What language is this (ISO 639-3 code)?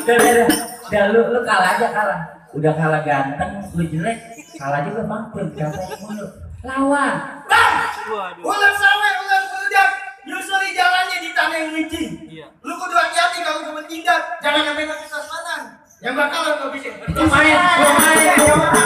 bew